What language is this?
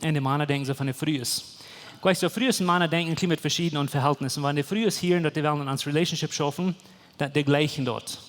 Plautdietsch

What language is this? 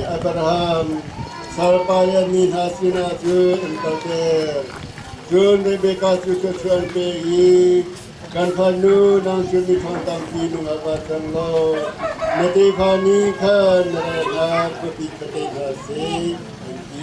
Hakha Chin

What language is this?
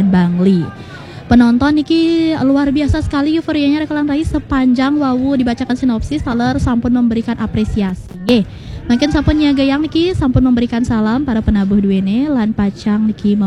Balinese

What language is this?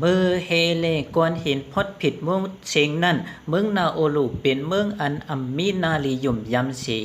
Shan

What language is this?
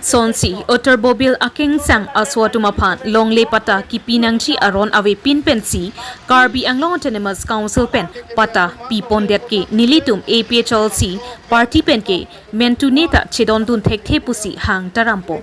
Karbi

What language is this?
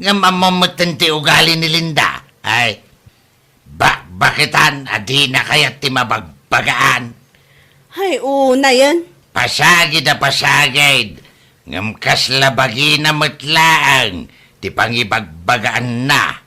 Iloko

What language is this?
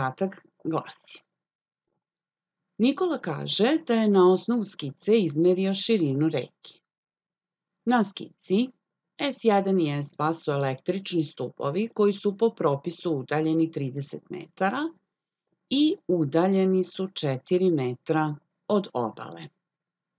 Serbian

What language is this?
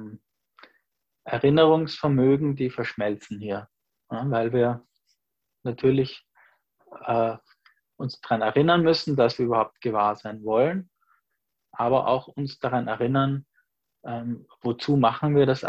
German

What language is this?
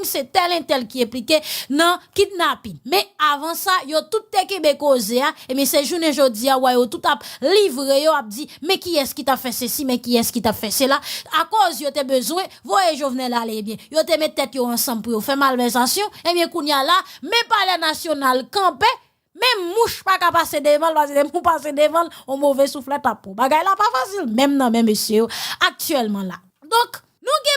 Haitian Creole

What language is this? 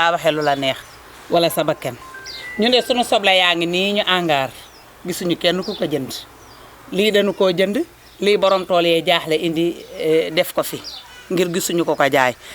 Wolof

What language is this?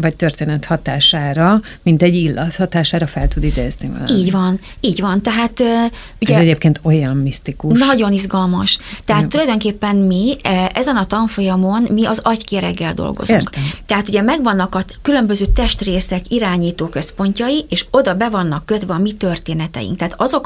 Hungarian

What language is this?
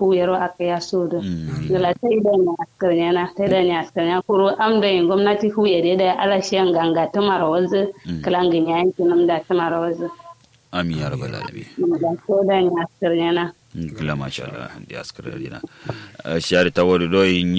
Kanuri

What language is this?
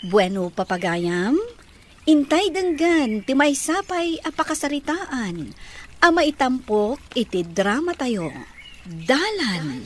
Iloko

